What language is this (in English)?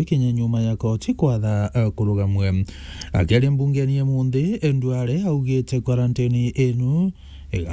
Meru